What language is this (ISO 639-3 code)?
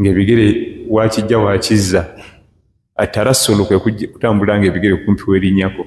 lug